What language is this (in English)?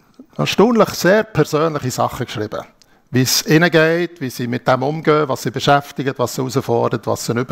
Swiss German